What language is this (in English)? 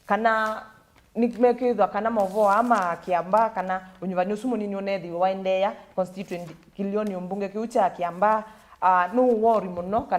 Kamba